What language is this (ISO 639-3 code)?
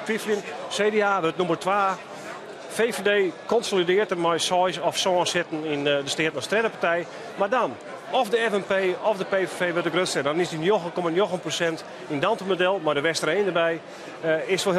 fry